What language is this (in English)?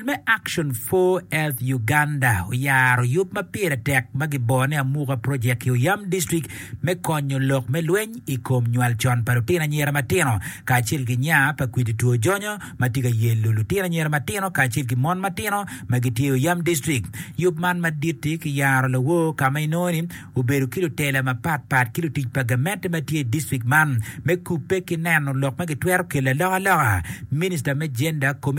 Acoli